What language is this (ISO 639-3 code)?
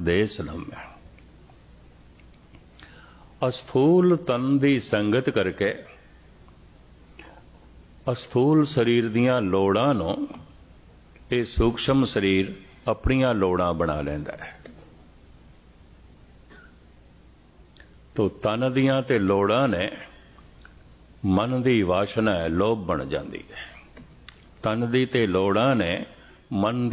pan